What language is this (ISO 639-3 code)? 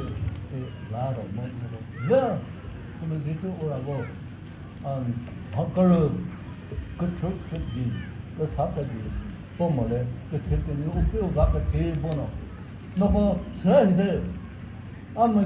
nri